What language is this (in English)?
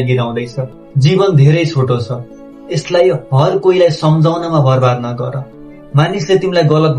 Nepali